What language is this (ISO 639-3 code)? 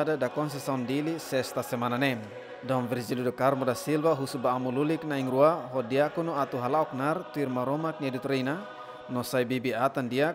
tet